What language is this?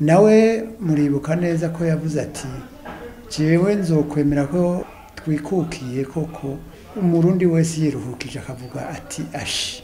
Rundi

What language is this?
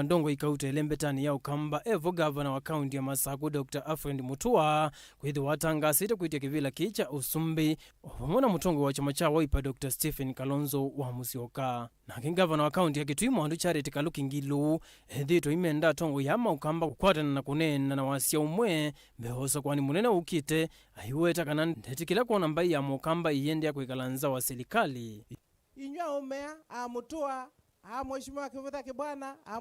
Kamba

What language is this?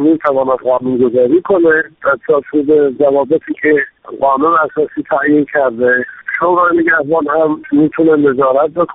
Persian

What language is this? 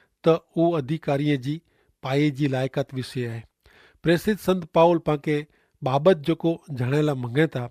Kachhi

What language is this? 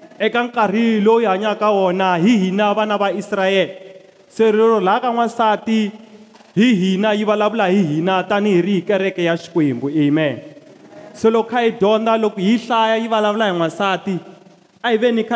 Tsonga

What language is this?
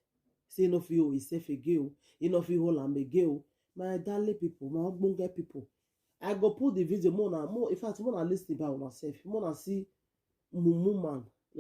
Nigerian Pidgin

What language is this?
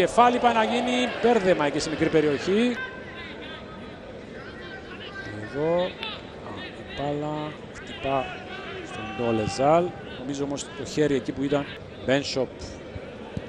Greek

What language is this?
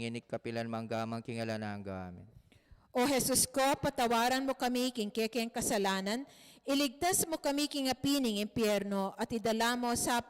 Pampanga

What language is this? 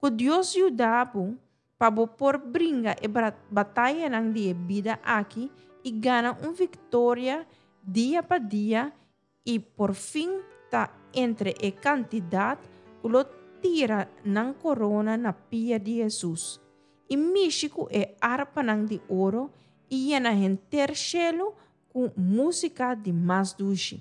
Papiamento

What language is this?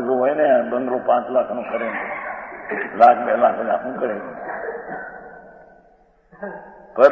Gujarati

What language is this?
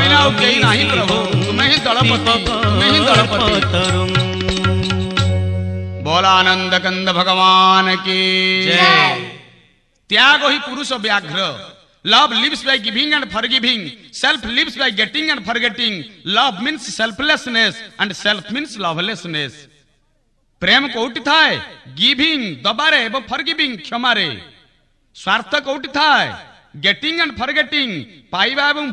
Odia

